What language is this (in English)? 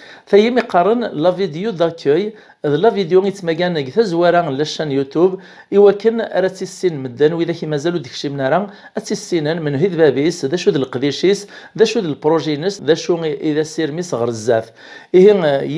Kabyle